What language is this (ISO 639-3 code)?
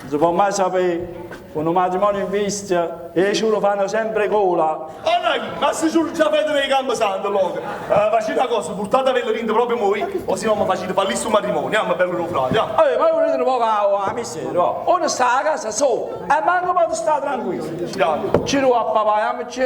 nap